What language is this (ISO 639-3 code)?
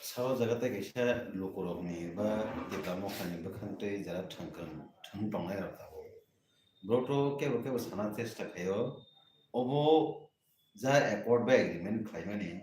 trp